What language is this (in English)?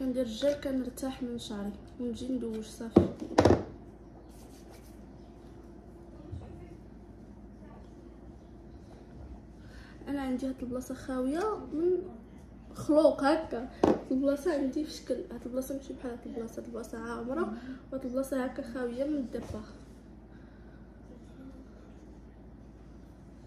Moroccan Arabic